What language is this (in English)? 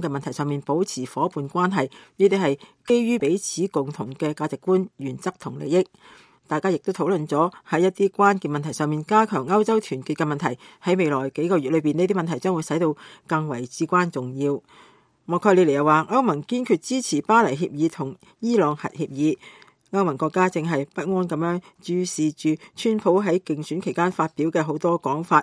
Cantonese